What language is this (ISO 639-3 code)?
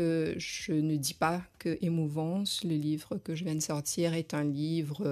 fra